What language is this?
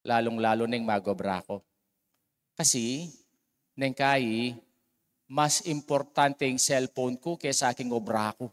Pampanga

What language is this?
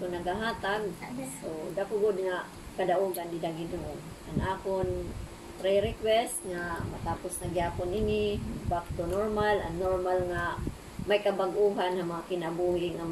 Waray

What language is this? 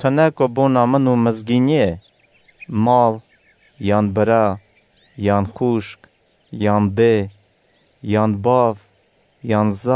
Kurdish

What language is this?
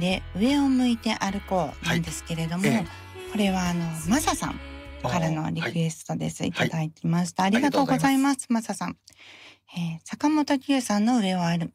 Japanese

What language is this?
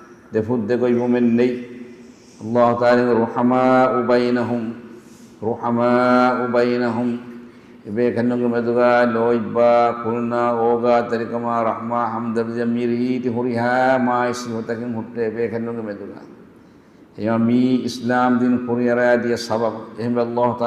Divehi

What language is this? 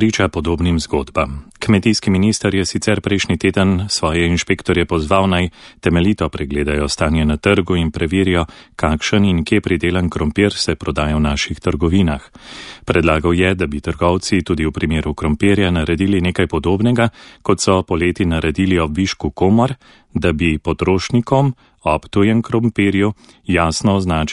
Slovenian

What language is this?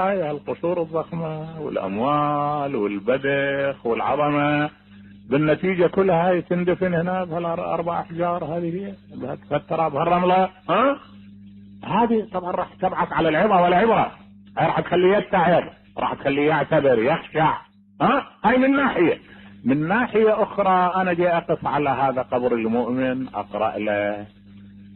Mesopotamian Arabic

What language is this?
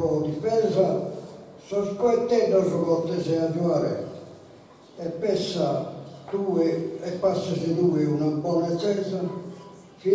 Sardinian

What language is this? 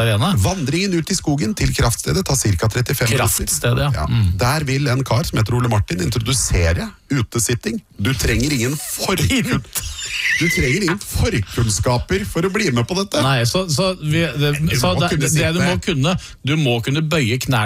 Norwegian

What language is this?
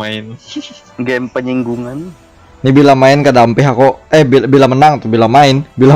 Banjar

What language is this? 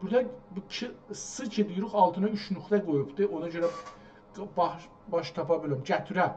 South Azerbaijani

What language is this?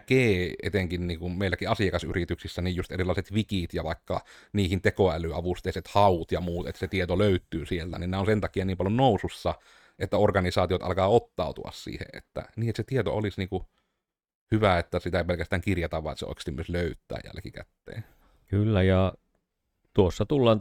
Finnish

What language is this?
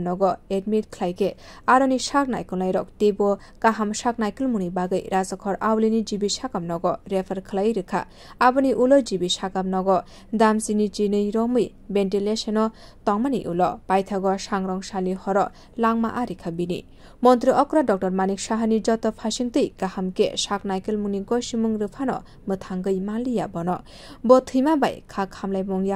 Kok Borok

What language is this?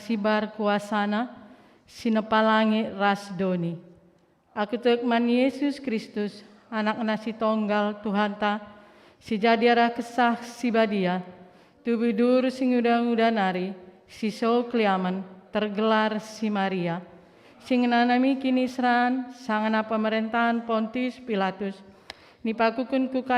Batak Karo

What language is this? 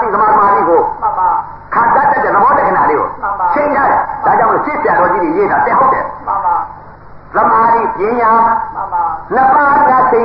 Burmese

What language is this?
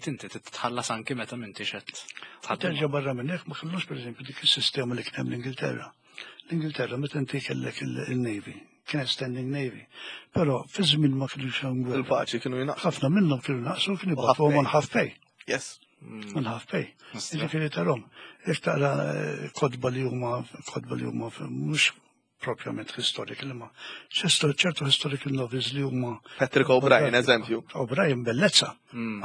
Maltese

